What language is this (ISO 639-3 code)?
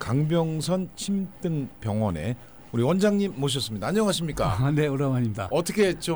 kor